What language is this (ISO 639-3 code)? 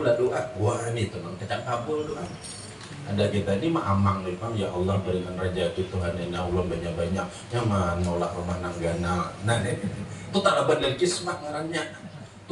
bjn